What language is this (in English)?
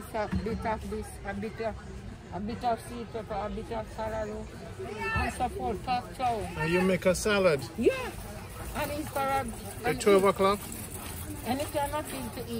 Jamaican Creole English